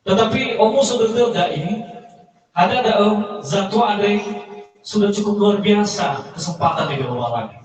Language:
Nias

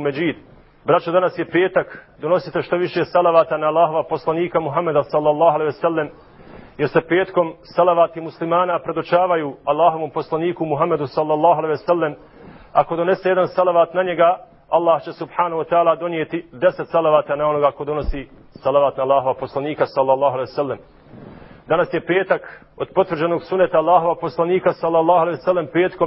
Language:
Bosnian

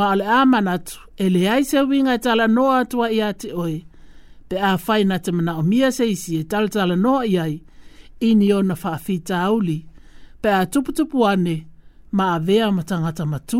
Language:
Samoan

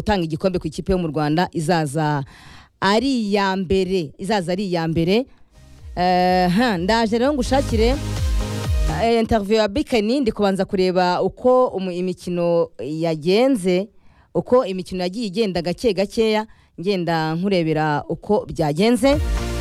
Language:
Kinyarwanda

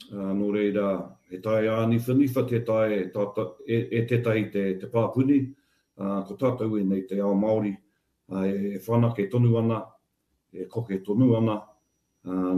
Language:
Māori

